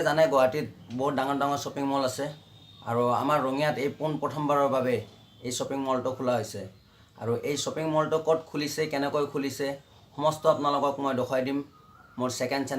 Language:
Assamese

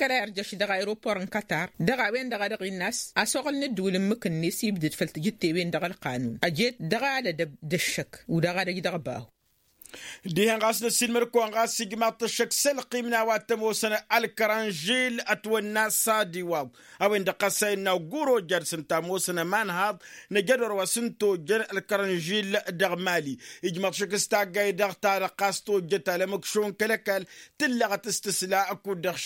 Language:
Tamasheq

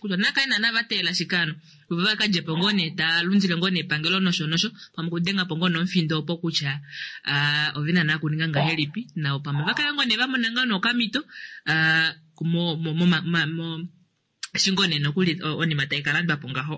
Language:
Kuanyama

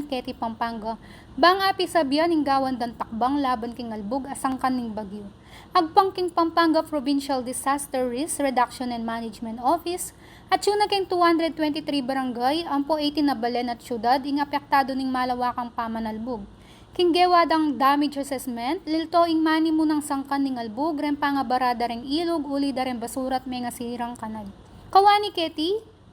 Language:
Pampanga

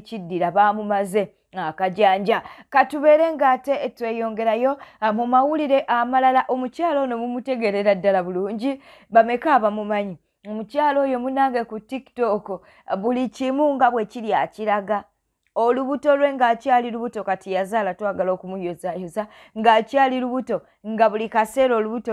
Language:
Ganda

